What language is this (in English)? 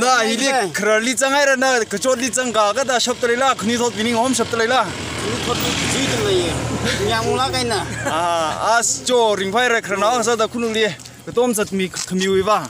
Tangkhul Naga (India)